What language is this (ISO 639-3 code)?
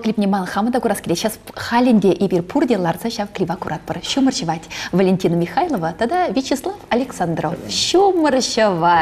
chv